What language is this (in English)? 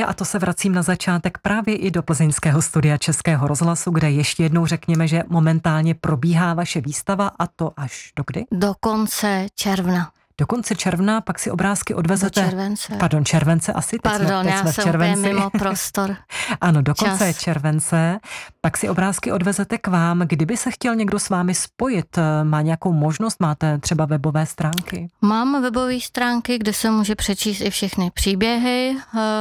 Czech